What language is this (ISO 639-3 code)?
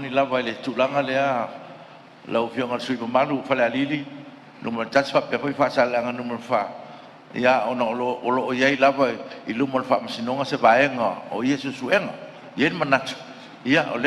smo